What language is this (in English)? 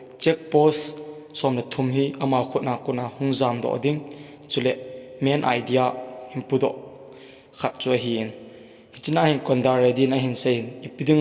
Thado Chin